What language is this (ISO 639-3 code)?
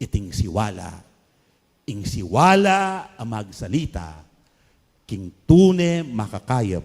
pam